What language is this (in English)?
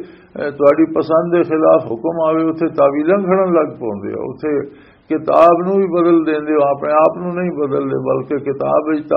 Western Panjabi